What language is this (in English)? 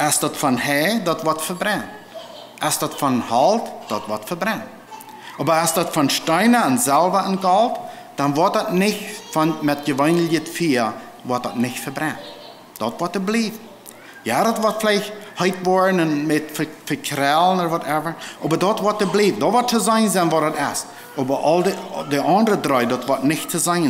Plautdietsch